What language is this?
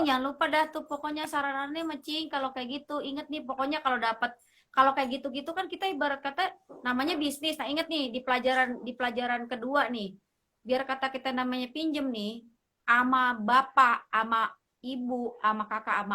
Betawi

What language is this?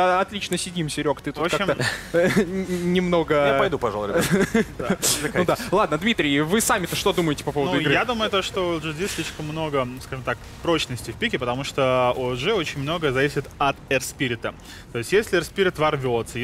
Russian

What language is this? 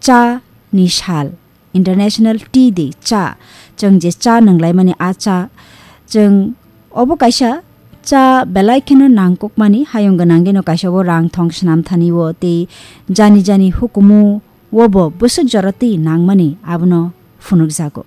Kok Borok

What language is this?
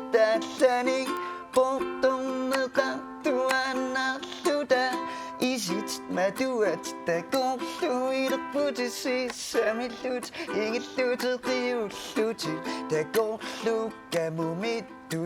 Kalaallisut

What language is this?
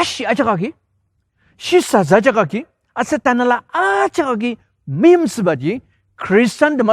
Ao Naga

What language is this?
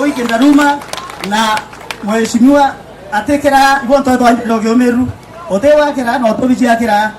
Meru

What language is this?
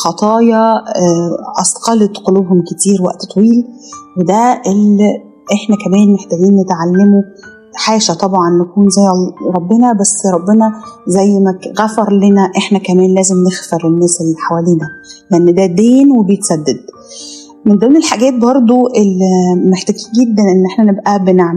Egyptian Arabic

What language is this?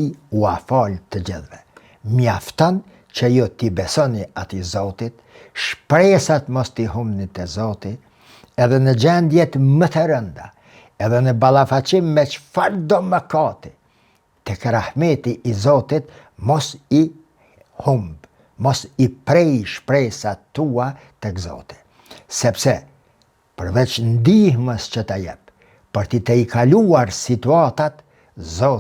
Albanian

